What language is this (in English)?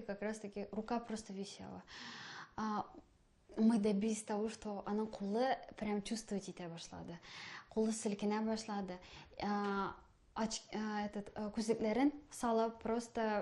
Tatar